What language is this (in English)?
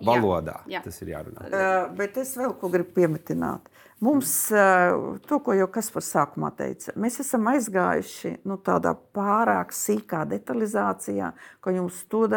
Latvian